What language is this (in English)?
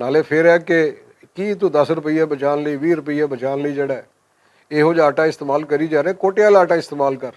Western Panjabi